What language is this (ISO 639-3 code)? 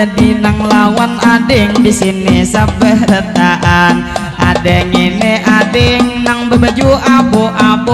bjn